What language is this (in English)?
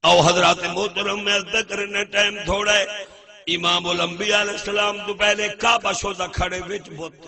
Saraiki